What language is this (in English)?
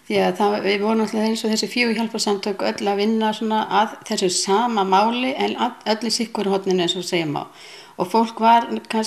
Icelandic